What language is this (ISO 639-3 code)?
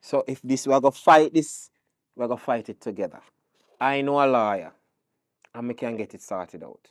jam